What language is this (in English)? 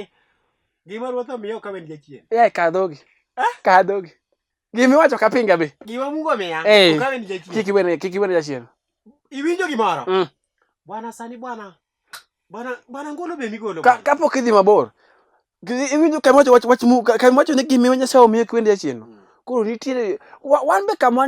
Luo (Kenya and Tanzania)